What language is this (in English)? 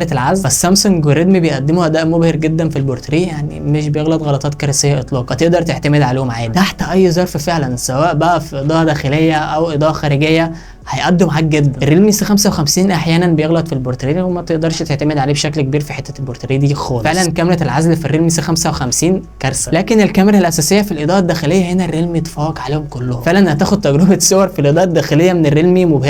Egyptian Arabic